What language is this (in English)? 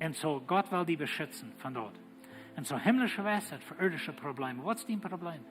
Plautdietsch